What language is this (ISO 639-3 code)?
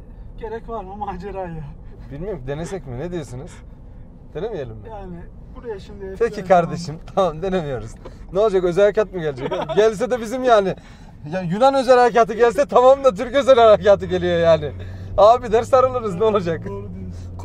tur